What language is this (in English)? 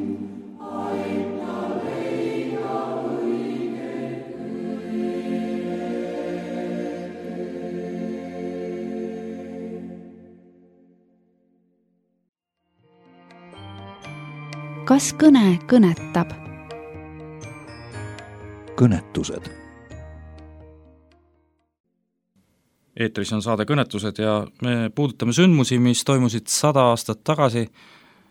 Estonian